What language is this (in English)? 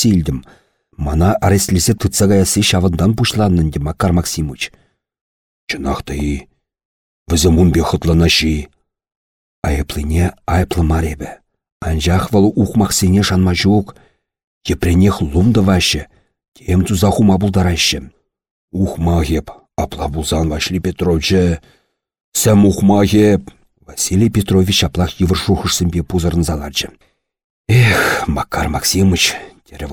Chuvash